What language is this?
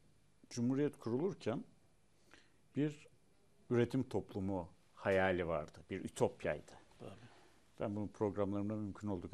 Turkish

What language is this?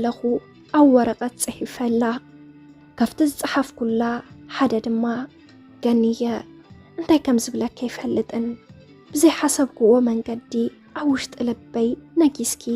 Tigrinya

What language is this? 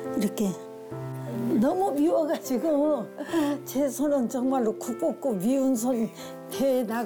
Korean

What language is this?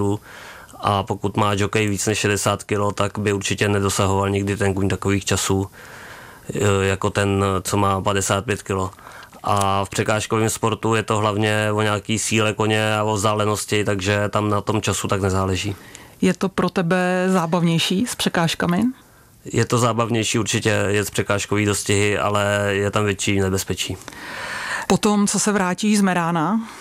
Czech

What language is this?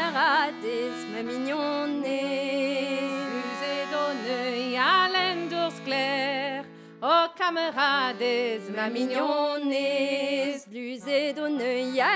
Breton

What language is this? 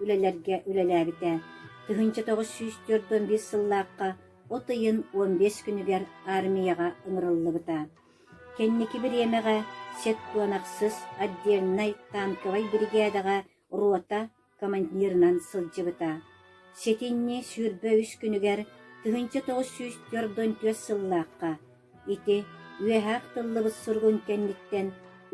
Yakut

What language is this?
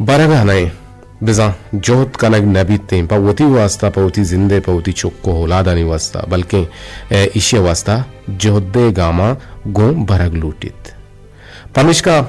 Eastern Balochi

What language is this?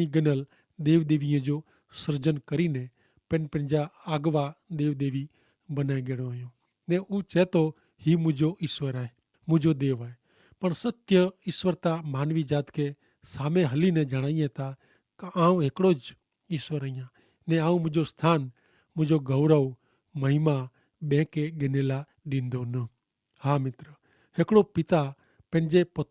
Kachhi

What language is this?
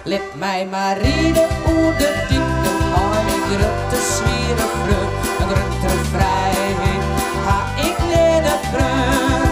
Western Frisian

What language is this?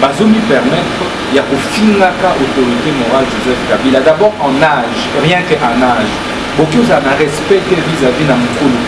Lingala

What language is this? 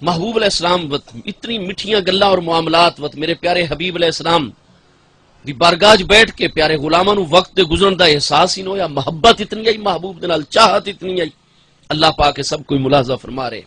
Saraiki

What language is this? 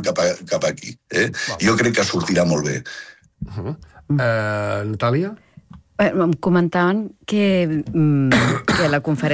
Catalan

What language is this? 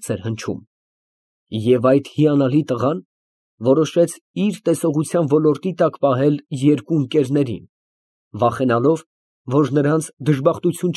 Armenian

